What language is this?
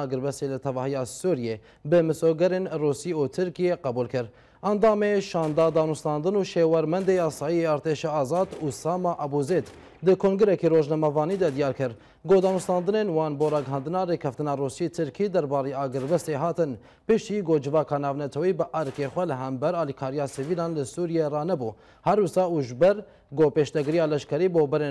Kurdish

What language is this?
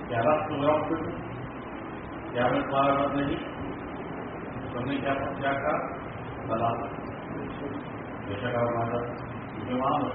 Urdu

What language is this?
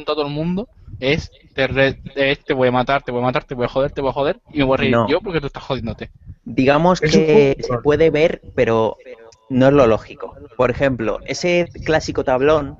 Spanish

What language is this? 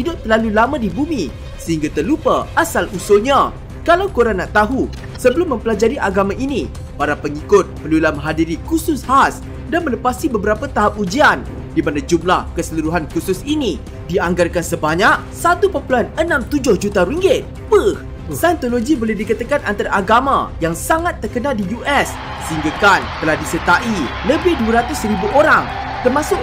Malay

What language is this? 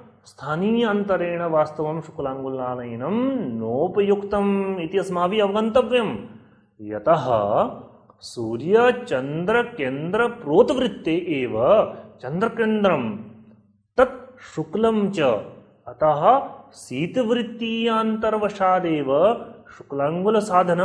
Sanskrit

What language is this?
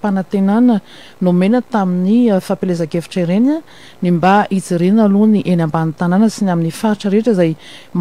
Malagasy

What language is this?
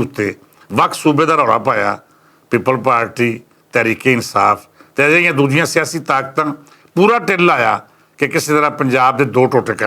Western Panjabi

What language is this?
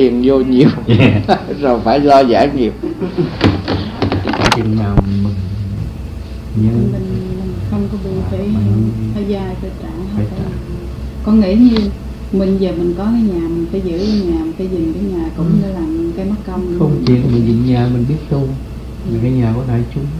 Vietnamese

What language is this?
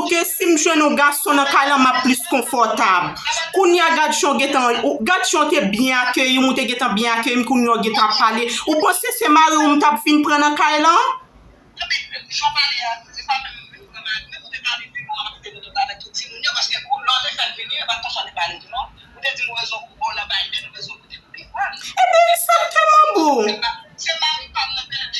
Haitian Creole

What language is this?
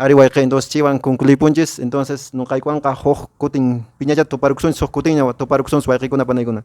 Quechua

